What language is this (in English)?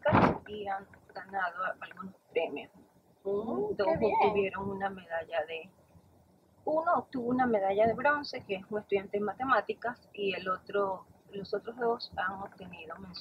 Spanish